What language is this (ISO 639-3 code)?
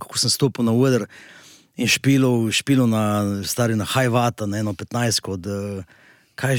slv